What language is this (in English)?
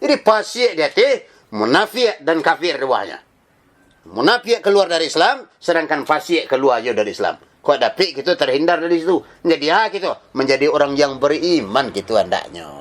Minangkabau